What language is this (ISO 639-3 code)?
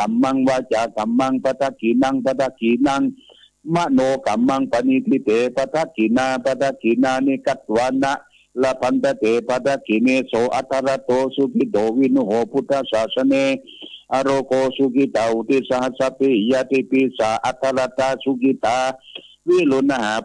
pli